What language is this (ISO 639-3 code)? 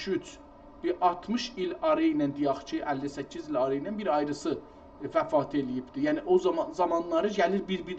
azb